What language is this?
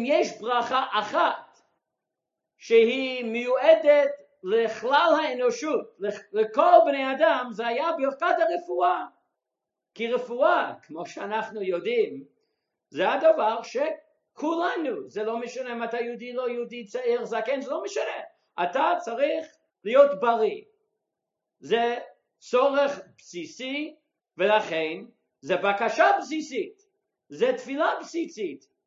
Hebrew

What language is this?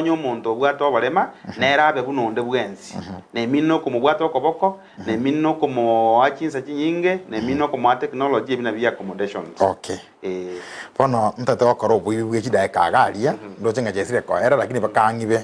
Gusii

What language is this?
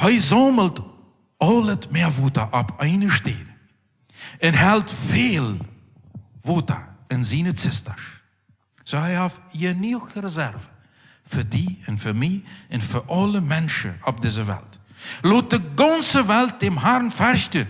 Plautdietsch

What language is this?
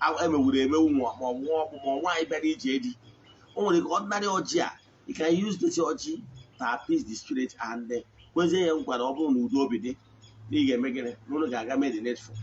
Igbo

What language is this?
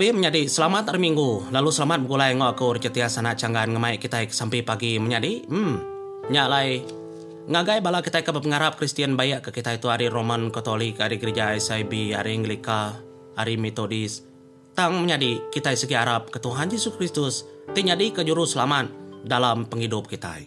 Iban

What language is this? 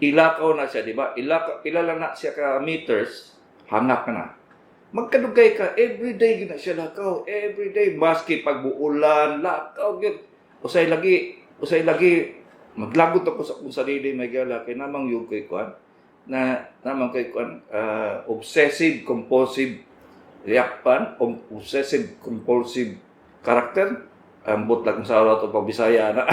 Cebuano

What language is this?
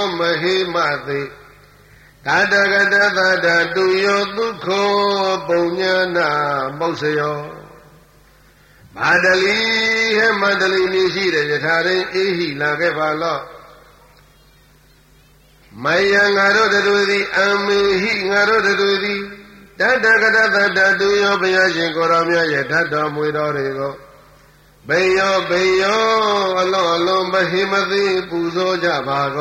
Burmese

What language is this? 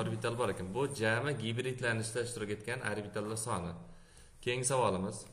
Uzbek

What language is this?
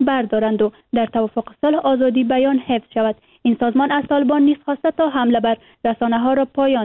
Persian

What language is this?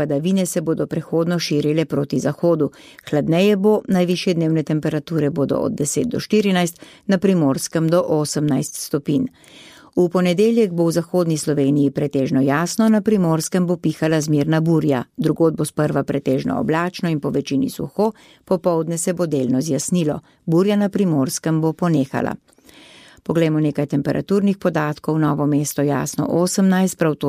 Slovenian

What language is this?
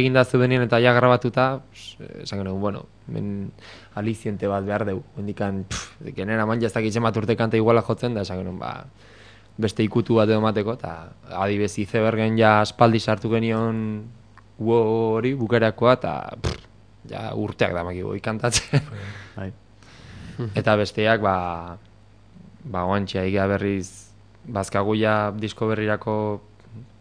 Basque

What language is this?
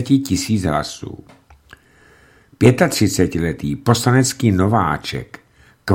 Czech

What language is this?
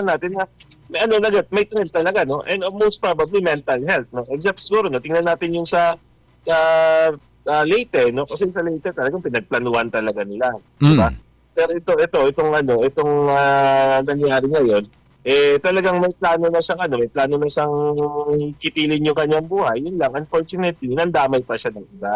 Filipino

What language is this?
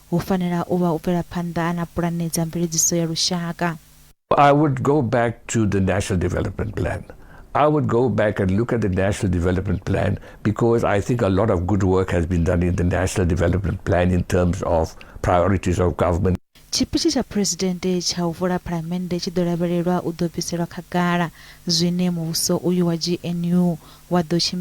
Venda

